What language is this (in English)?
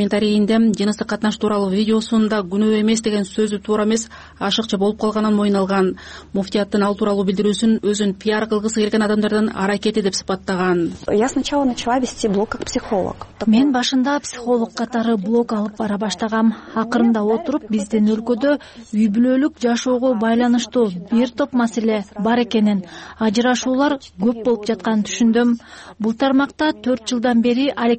Kyrgyz